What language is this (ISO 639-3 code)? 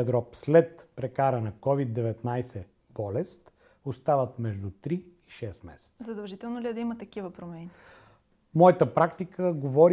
bul